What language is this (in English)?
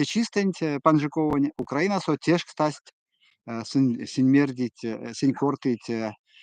Erzya